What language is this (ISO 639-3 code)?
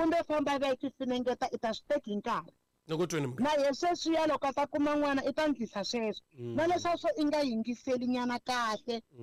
tso